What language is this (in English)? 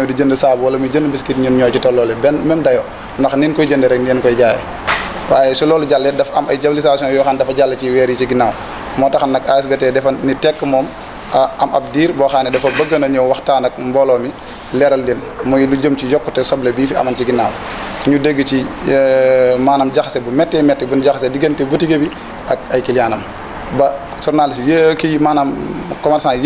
Wolof